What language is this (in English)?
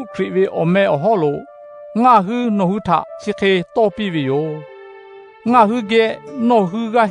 Lahu